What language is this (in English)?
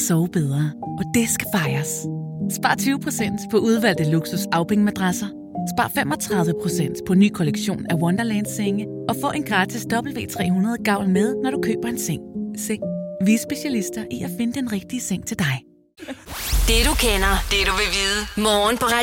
Danish